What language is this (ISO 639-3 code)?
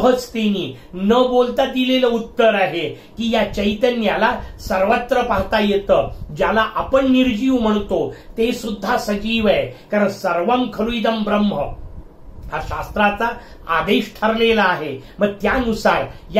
mar